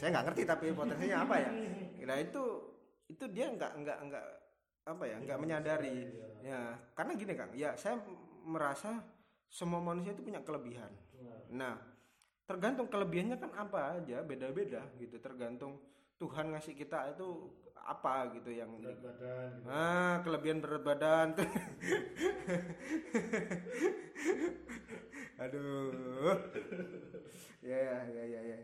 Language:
Indonesian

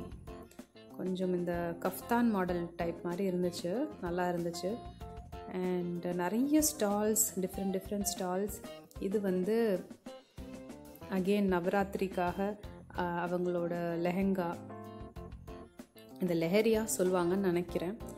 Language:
Tamil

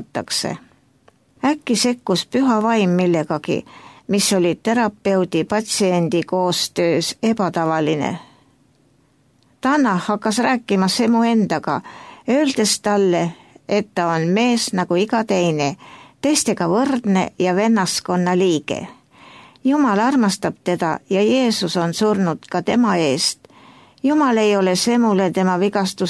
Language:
Estonian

